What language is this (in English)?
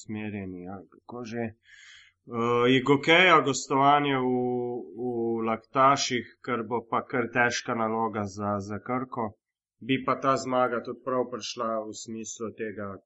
Slovenian